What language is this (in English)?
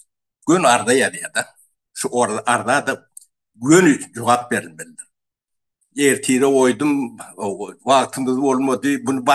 Turkmen